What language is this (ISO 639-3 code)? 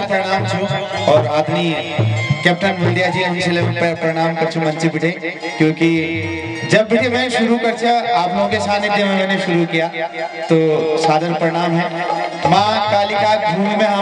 hin